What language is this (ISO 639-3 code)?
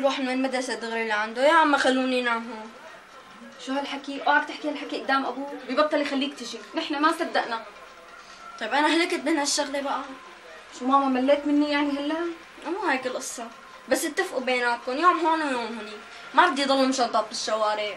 apc